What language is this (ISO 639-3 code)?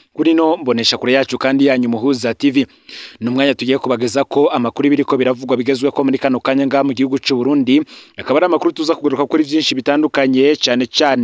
run